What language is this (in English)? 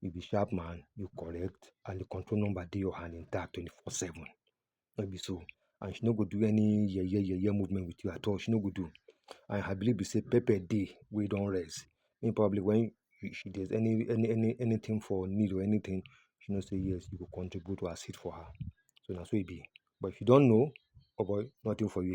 Nigerian Pidgin